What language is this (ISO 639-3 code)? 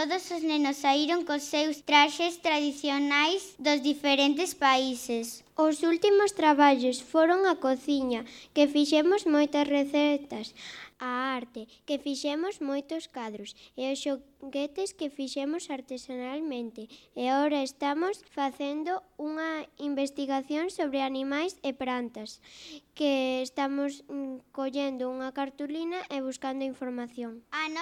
glg